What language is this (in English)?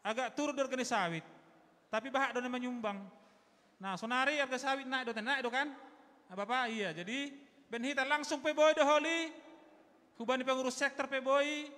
Batak Simalungun